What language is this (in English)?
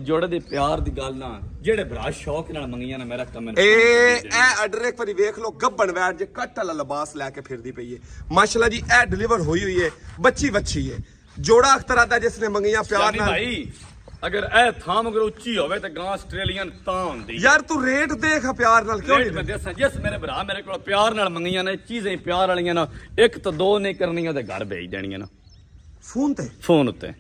Punjabi